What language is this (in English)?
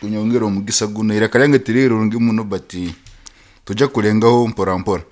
Nyankole